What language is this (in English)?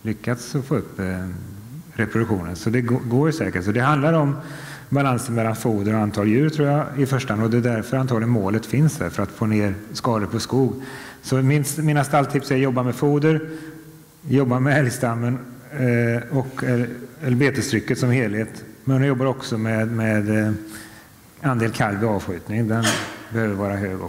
Swedish